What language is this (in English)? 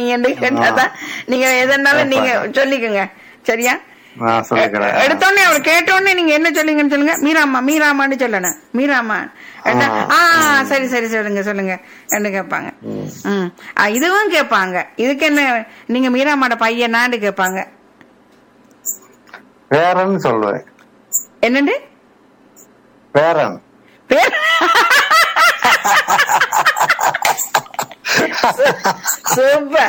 Tamil